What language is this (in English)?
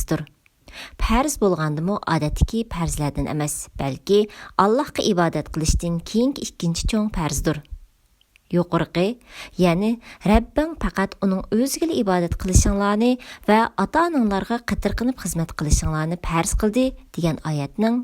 Uyghur